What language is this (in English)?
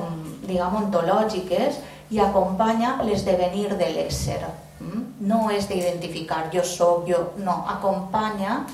Catalan